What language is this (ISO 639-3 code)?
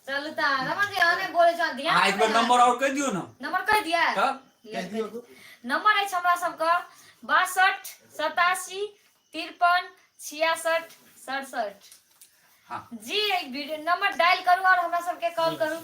mai